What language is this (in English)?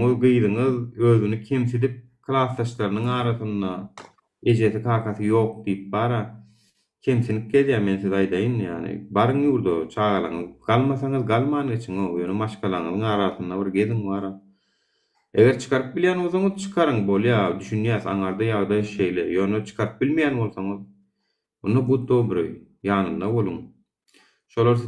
Turkmen